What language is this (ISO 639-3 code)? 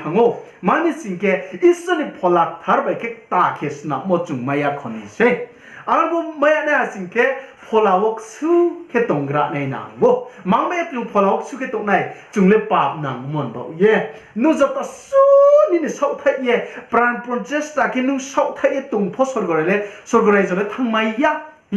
ria